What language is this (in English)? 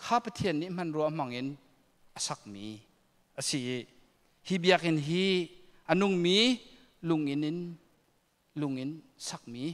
Hakha Chin